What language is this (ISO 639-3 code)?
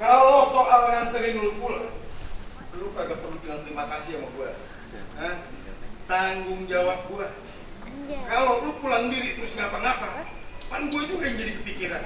bew